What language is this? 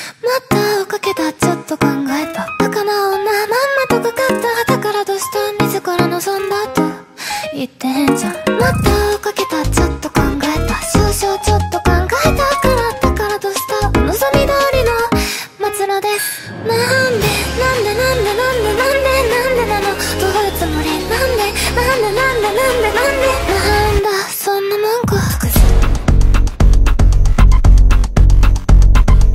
Japanese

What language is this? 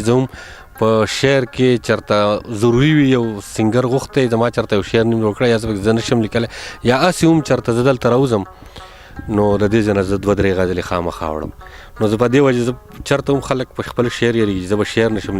Pashto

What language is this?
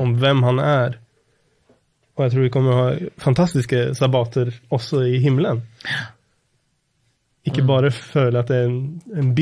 Norwegian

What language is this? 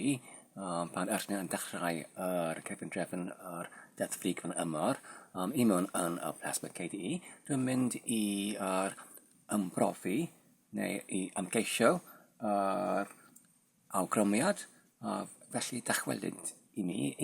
Welsh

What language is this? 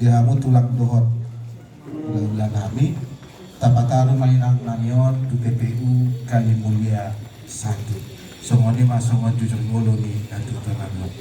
Batak Toba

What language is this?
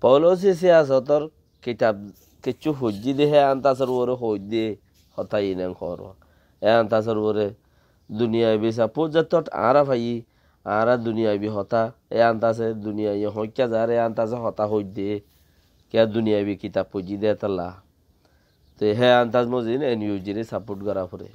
Rohingya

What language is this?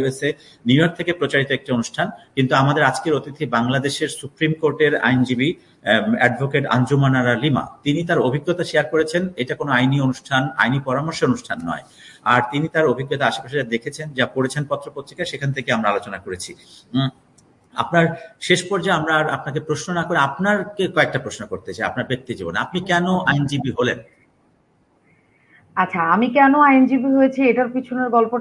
Bangla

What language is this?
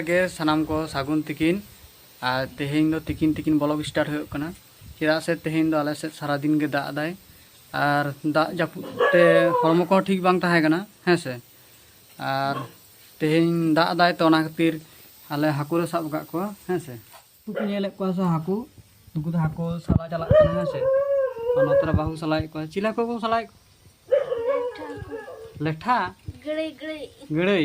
Santali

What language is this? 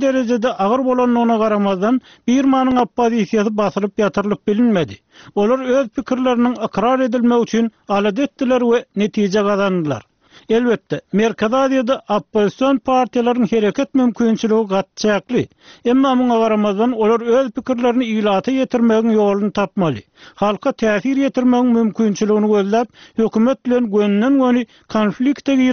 Turkmen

